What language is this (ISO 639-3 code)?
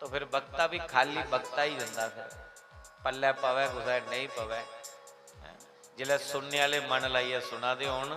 doi